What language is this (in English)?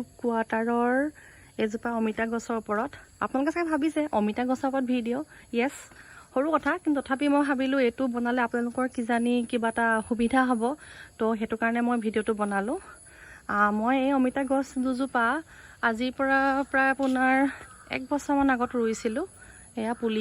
Assamese